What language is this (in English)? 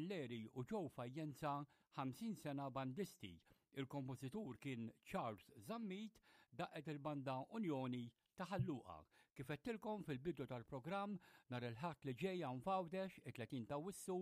Maltese